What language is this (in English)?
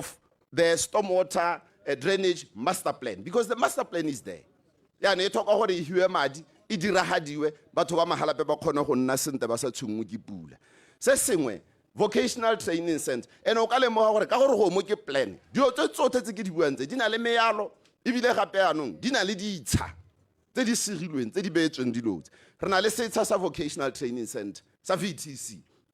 Tswana